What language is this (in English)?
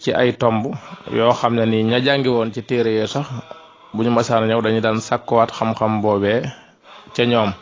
Wolof